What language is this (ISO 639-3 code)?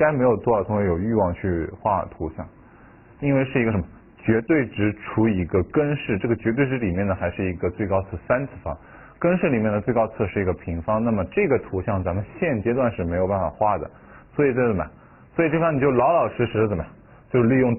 zho